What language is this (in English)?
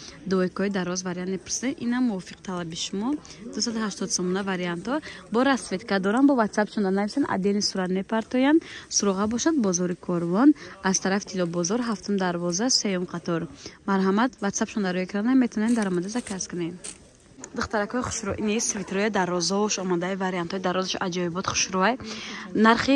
Tajik